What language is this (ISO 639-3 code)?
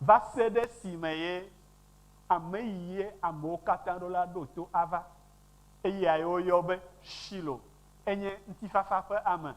ewe